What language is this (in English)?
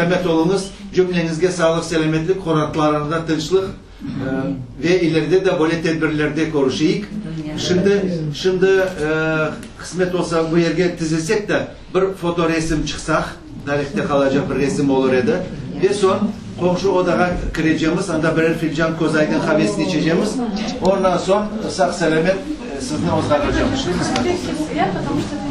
Crimean Tatar